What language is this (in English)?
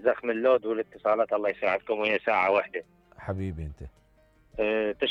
Mesopotamian Arabic